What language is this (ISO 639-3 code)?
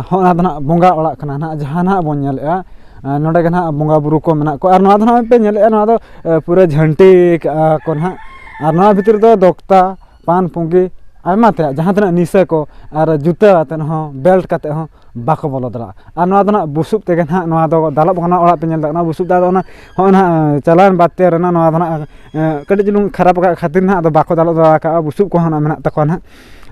sat